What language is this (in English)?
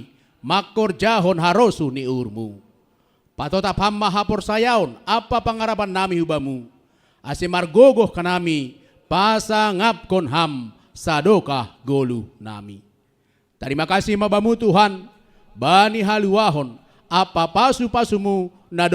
Batak Simalungun